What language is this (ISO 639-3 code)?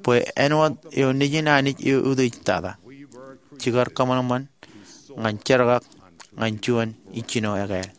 mah